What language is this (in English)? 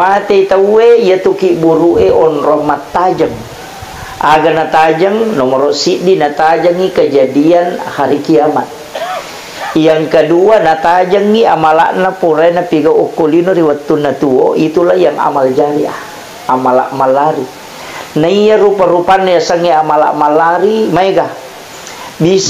Buginese